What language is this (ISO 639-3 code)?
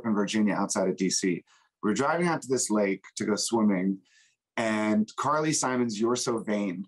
eng